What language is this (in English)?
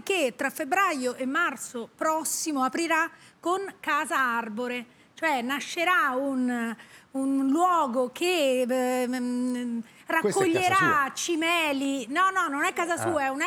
Italian